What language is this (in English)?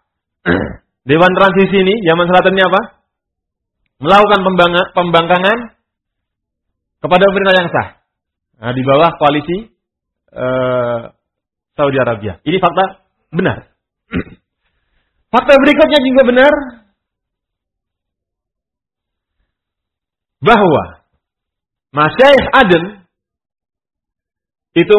Indonesian